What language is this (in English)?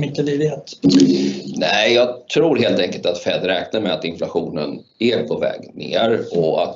Swedish